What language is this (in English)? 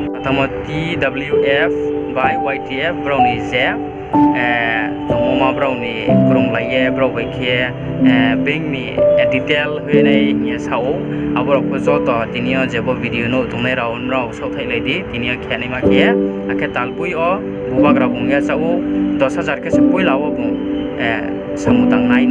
Riang (India)